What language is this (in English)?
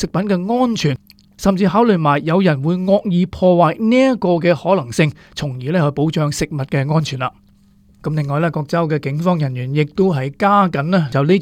Cantonese